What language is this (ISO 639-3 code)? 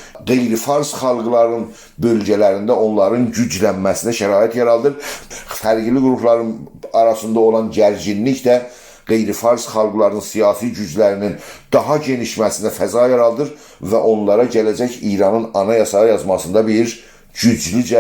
azb